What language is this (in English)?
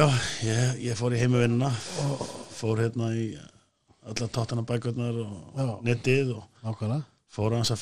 Icelandic